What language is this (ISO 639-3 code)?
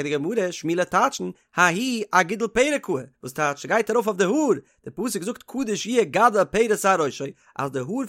yid